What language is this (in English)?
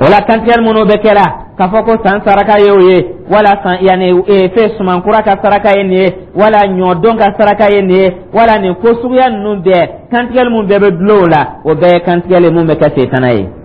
Dyula